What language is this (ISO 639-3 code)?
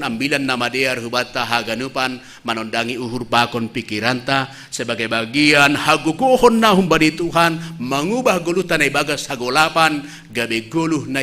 bts